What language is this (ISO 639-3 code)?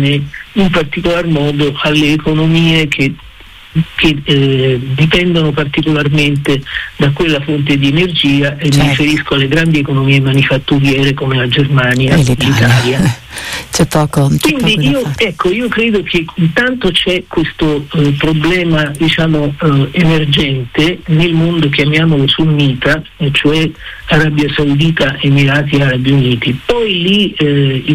ita